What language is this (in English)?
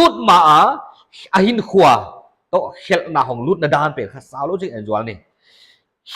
Paite Chin